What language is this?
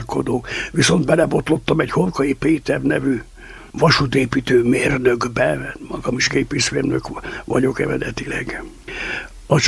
Hungarian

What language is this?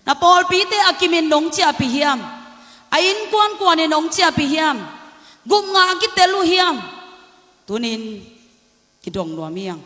Tedim Chin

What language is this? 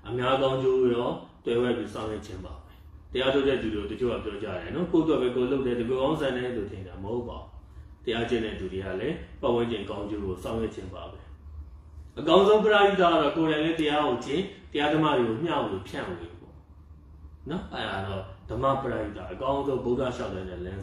Burmese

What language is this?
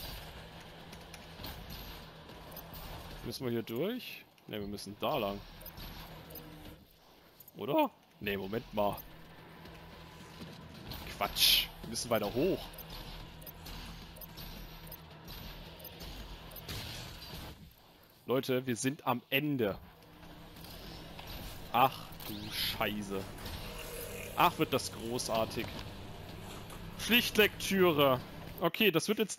German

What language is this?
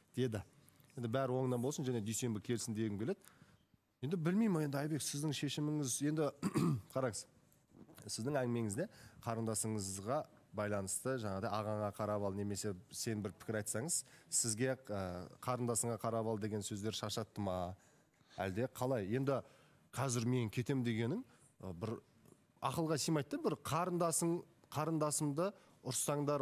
Kazakh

